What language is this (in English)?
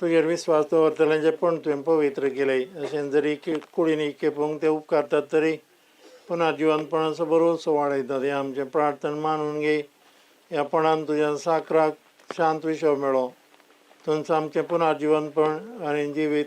Konkani